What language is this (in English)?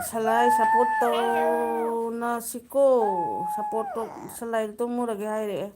Manipuri